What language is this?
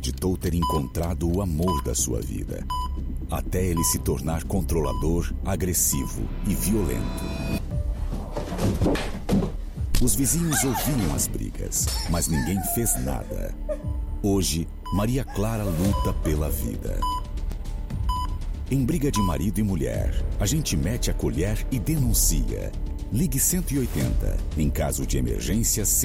Portuguese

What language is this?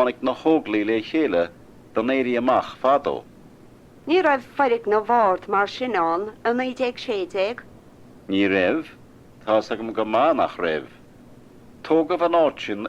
Irish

